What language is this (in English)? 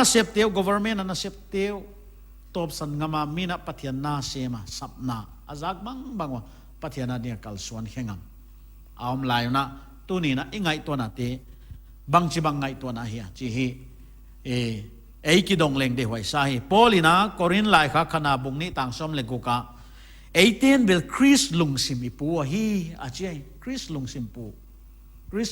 Paite Chin